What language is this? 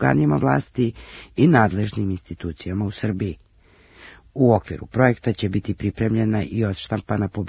Serbian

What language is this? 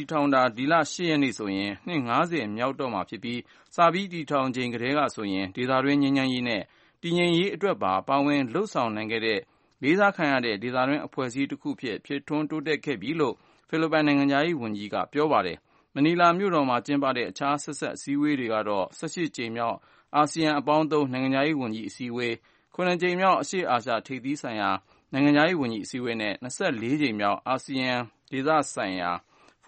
Burmese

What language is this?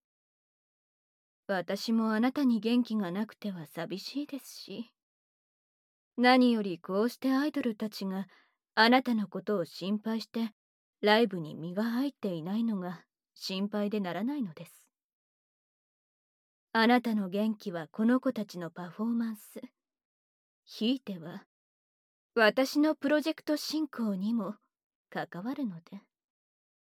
Japanese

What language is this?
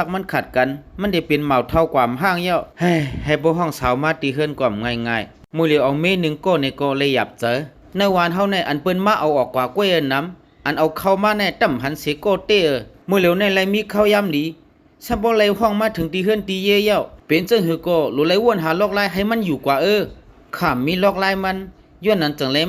Shan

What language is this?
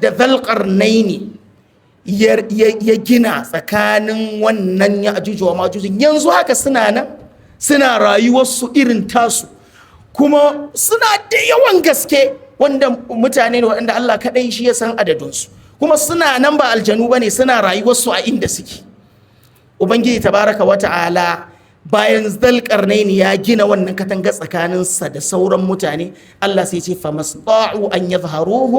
Hausa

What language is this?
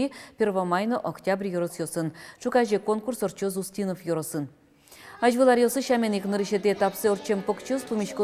Udmurt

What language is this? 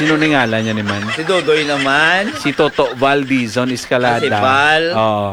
Hiligaynon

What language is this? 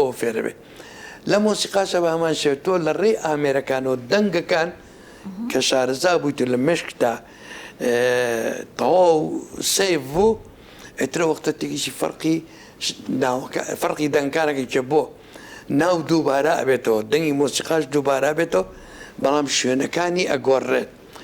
Central Kurdish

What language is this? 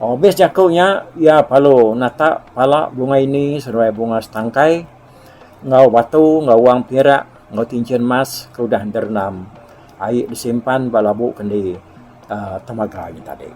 Iban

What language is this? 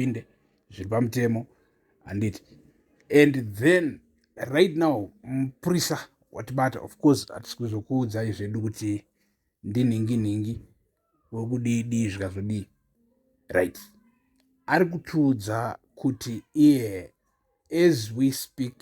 Shona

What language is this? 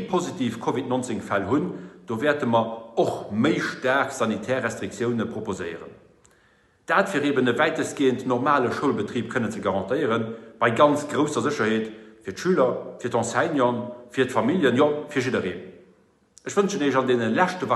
Luxembourgish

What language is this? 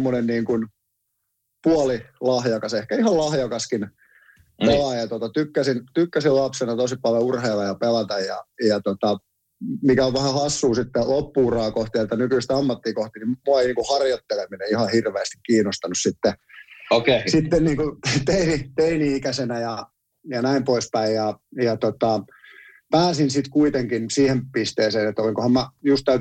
Finnish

